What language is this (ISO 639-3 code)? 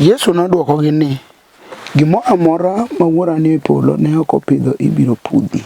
luo